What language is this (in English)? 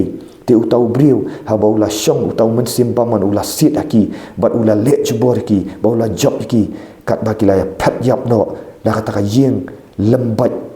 Khasi